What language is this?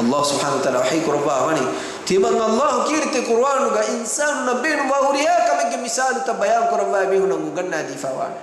Divehi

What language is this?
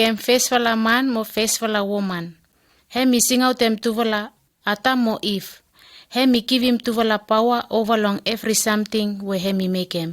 Bislama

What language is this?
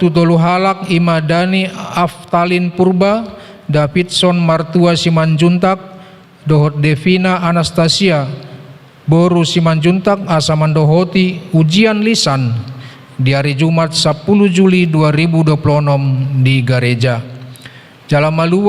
Batak Toba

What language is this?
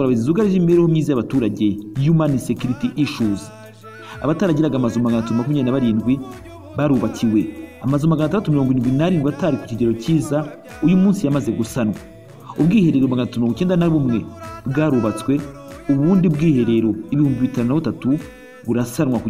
Kinyarwanda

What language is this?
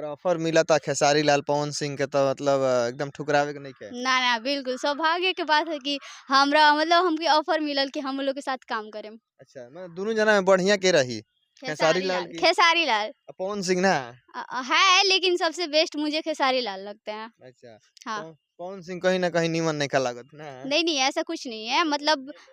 Bhojpuri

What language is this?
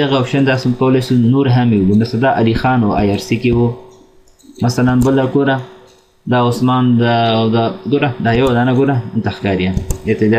Pashto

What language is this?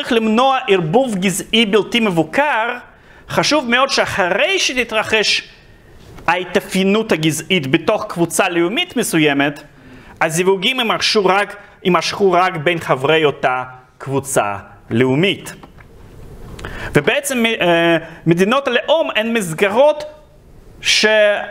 Hebrew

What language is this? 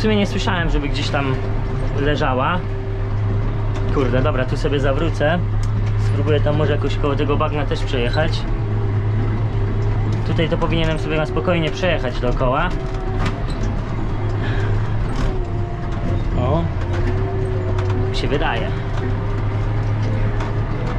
Polish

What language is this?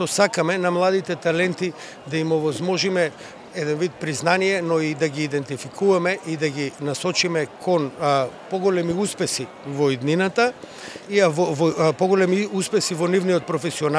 Macedonian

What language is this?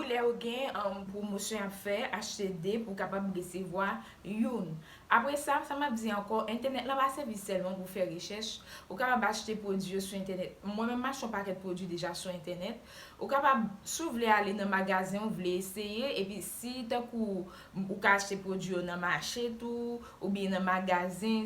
Haitian Creole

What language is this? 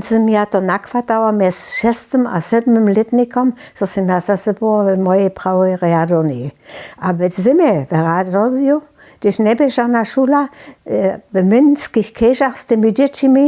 Upper Sorbian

